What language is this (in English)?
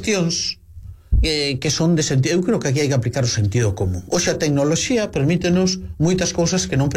Galician